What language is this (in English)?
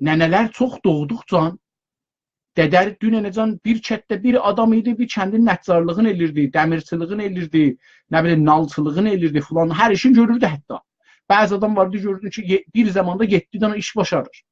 South Azerbaijani